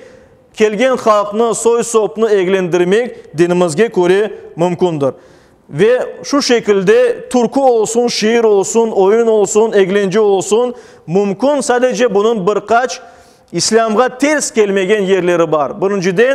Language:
Crimean Tatar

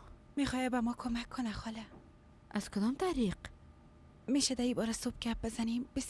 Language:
Persian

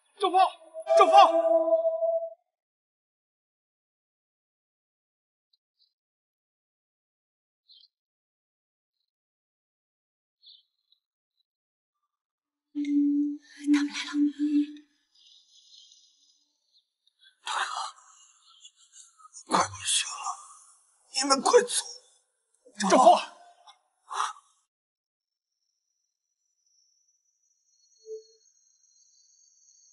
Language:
Chinese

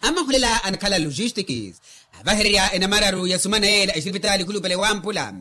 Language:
Makhuwa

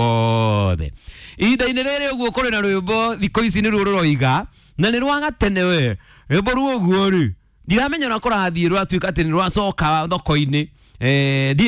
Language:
Kikuyu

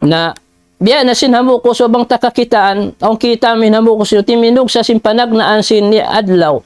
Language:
Tausug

